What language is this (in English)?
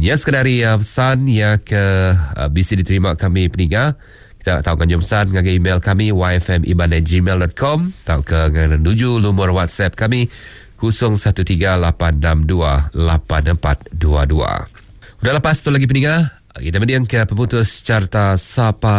Iban